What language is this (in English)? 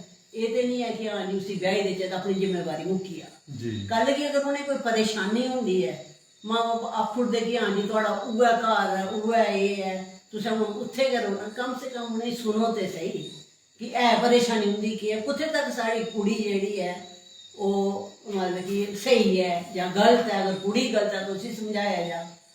Dogri